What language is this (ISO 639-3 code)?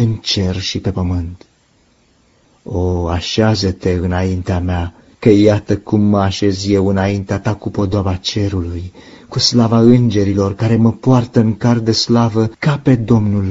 ron